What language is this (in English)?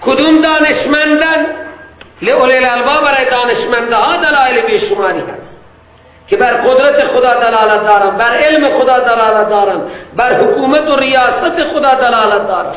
Persian